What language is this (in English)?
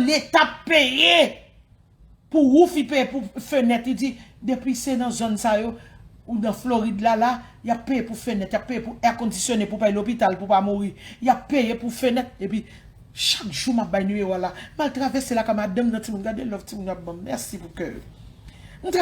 Haitian Creole